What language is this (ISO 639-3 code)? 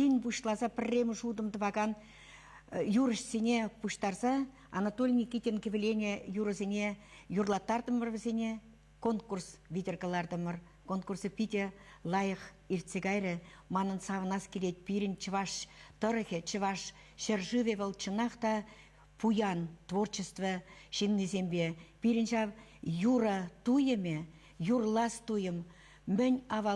chv